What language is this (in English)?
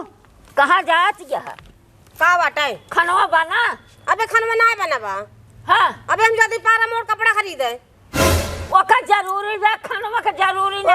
Awadhi